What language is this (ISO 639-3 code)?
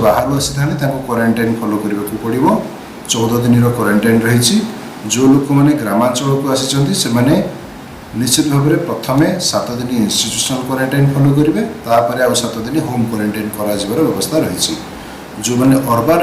ori